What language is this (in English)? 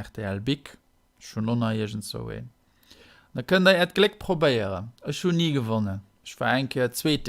Luxembourgish